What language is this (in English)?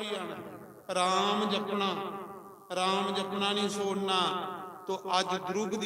Dogri